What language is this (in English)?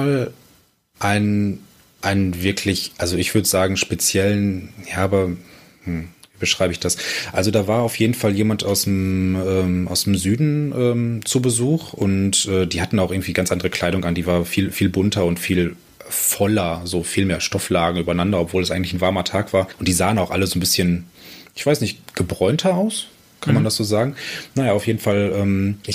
German